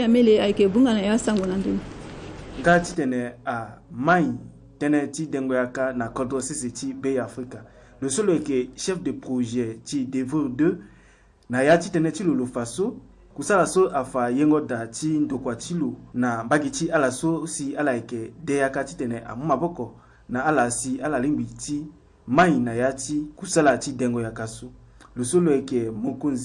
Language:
Sango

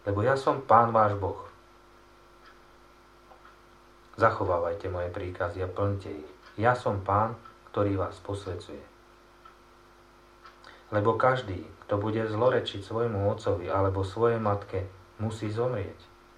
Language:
Slovak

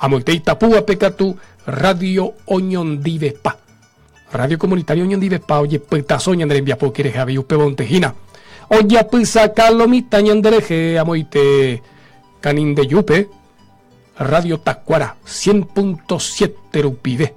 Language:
Guarani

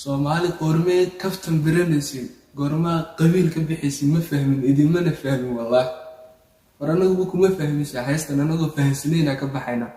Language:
Somali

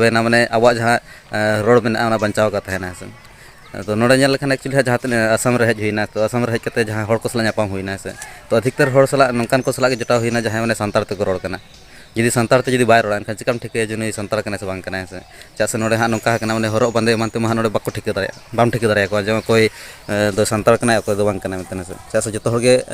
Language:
Santali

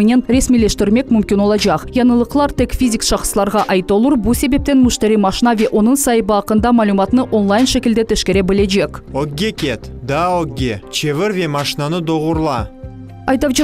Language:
Crimean Tatar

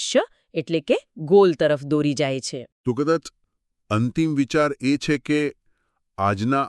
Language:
Gujarati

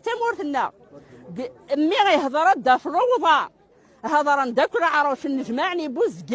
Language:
Kabyle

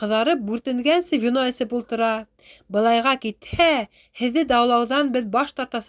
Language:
Bashkir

